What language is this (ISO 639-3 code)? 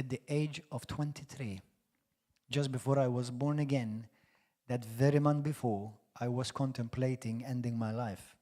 eng